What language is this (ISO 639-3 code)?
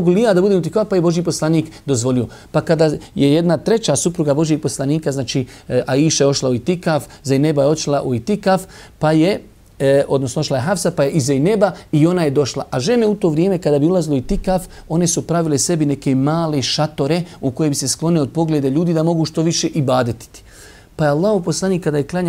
bos